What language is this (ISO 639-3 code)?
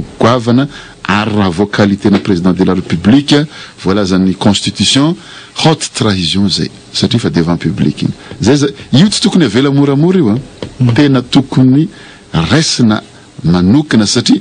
mlg